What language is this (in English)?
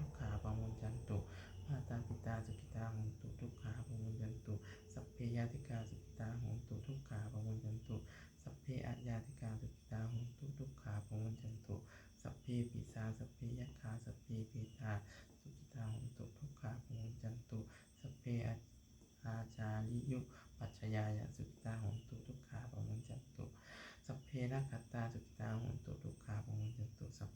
Pali